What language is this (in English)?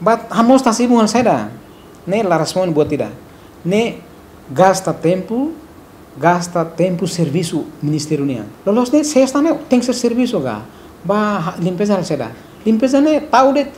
Tetum